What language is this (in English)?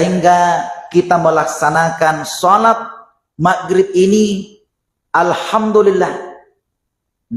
Buginese